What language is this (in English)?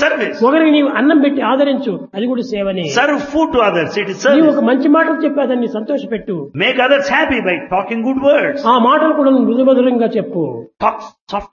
Telugu